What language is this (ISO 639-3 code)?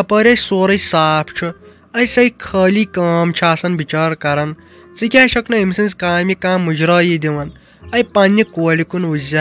kas